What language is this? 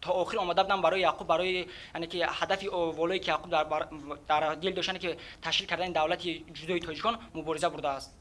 Tajik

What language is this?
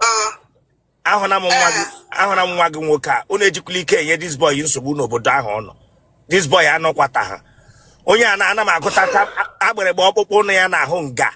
Igbo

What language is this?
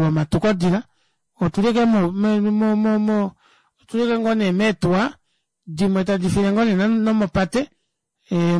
Kuanyama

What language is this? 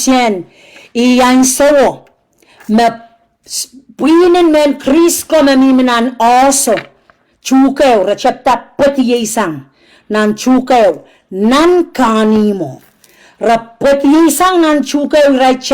Pohnpeian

